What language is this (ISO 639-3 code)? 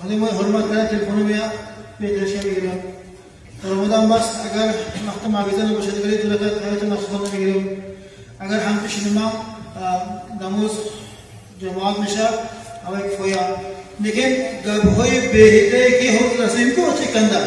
tgk